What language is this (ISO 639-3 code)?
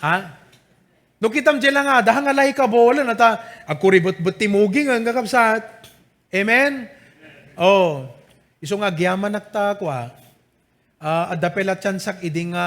ilo